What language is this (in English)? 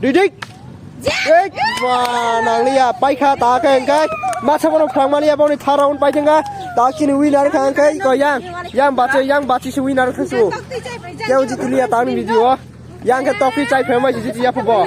Kok Borok